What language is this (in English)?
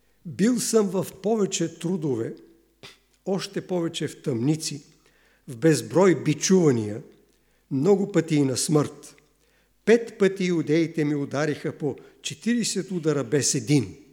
Bulgarian